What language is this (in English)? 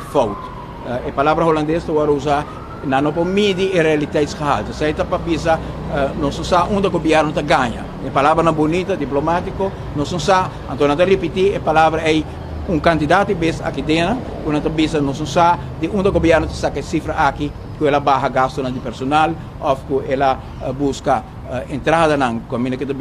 Papiamento